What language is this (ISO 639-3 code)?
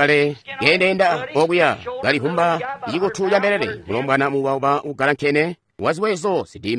toi